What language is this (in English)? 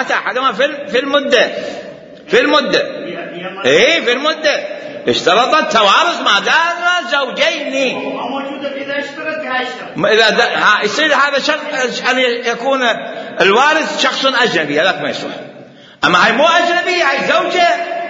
Mesopotamian Arabic